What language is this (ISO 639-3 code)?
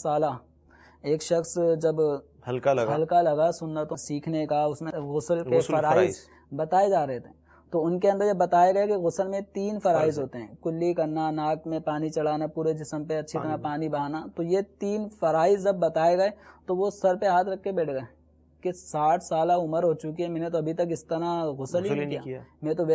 urd